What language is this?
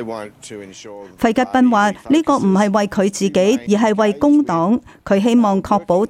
Cantonese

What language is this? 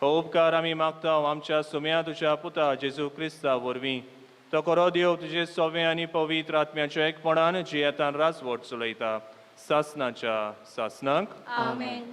Konkani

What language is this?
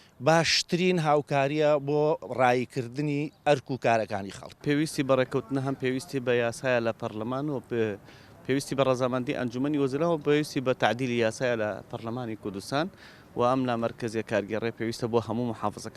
Central Kurdish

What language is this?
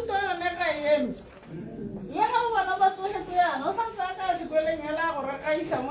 Tswana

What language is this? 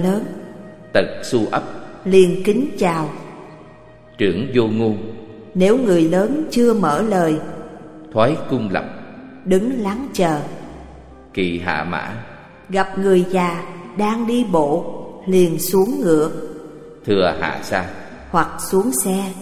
Vietnamese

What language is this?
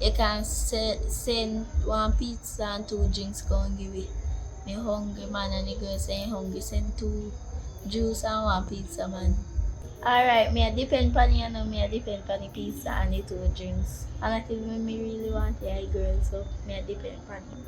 Jamaican Creole English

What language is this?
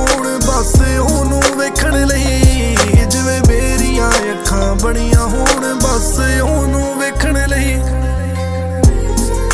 Punjabi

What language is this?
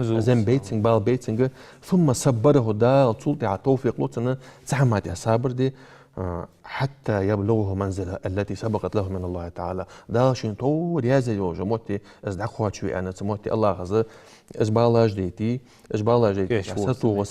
Ingush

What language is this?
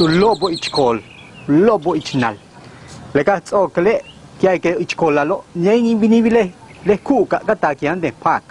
Yucateco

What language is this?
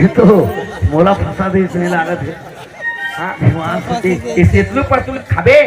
Chhattisgarhi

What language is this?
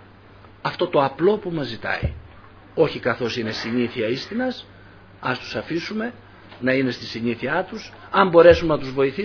Greek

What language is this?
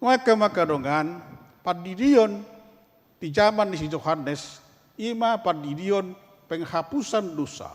Batak Toba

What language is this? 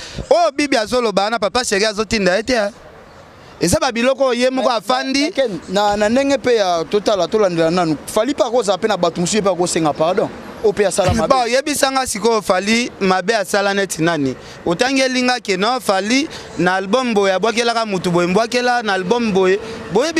Lingala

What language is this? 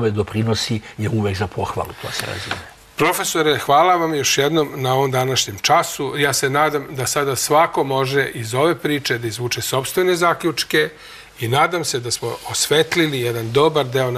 Serbian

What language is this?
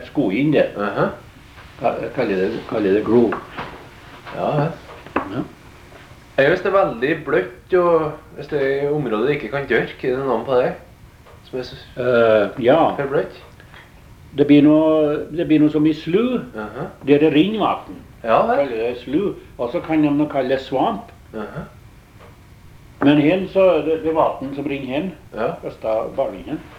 Norwegian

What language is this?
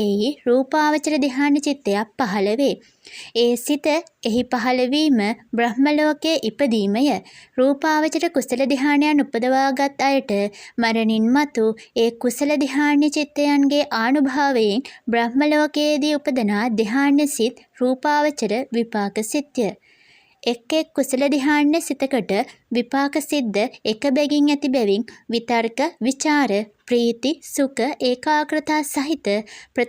Sinhala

